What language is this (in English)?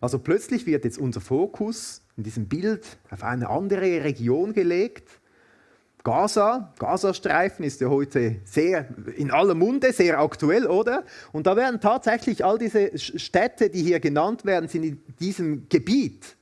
Swiss German